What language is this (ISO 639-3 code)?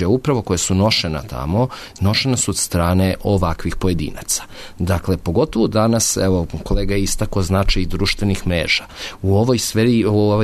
srp